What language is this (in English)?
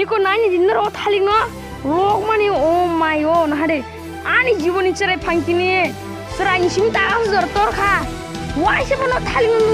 Kok Borok